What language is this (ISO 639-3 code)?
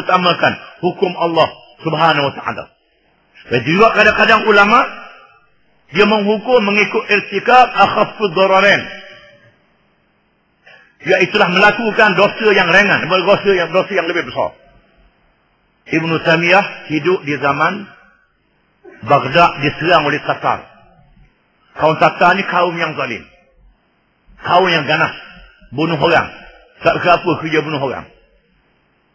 msa